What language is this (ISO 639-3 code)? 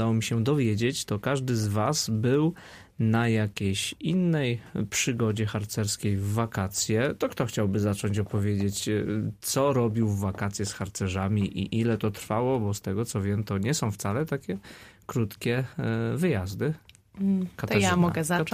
pol